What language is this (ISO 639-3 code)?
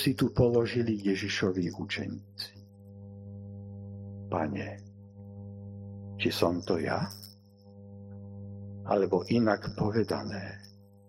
slk